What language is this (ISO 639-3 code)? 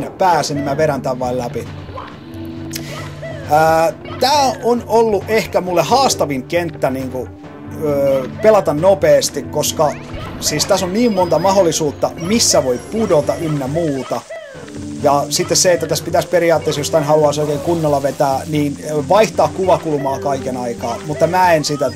fin